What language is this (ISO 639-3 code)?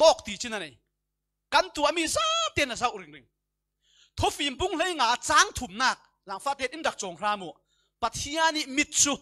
cfm